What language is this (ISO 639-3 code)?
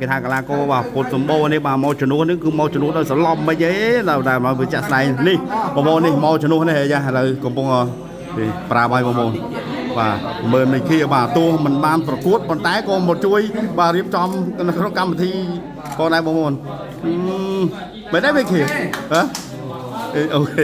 khm